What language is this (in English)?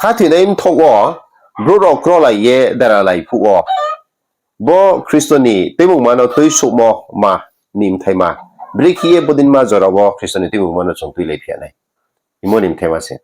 Riang (India)